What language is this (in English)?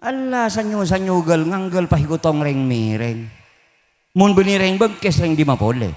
Madurese